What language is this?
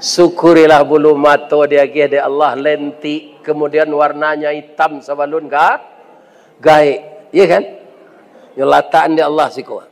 Minangkabau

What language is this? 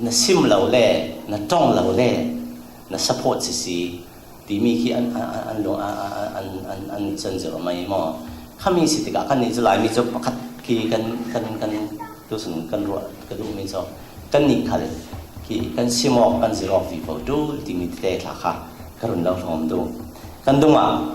Falam Chin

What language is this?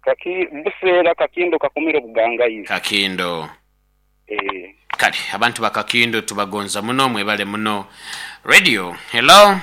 Nyoro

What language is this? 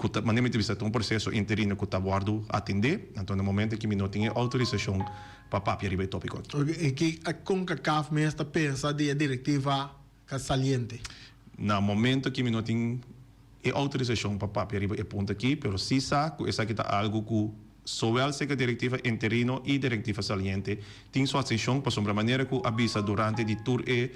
Papiamento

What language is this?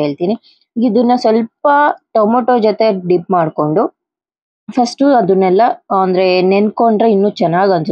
Kannada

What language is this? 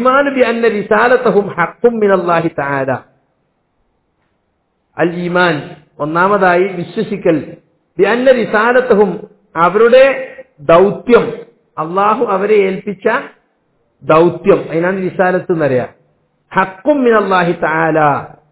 Malayalam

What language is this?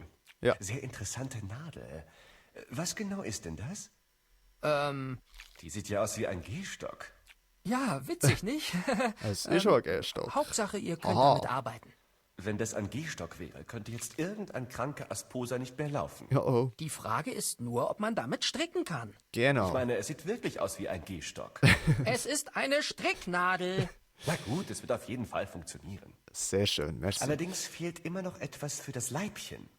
Swiss German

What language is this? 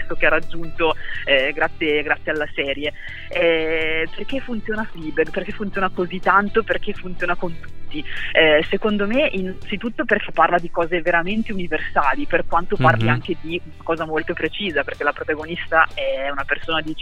Italian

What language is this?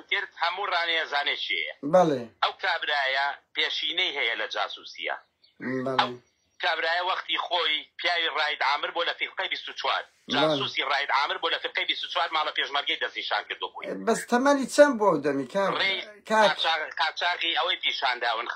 Central Kurdish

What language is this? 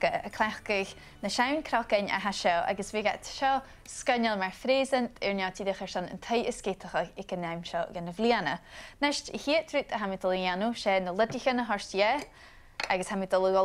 Scottish Gaelic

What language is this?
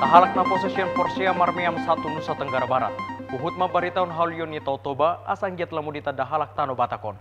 Batak Toba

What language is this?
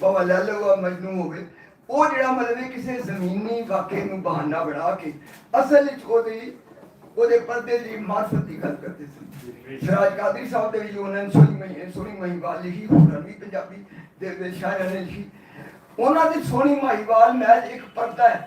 Western Panjabi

